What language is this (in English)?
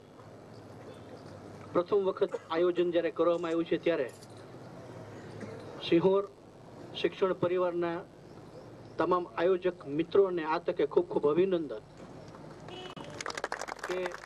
Gujarati